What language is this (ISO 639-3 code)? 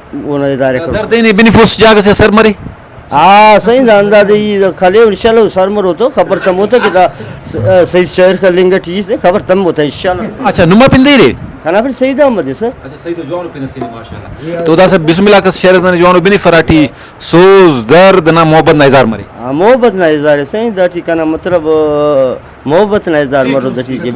brh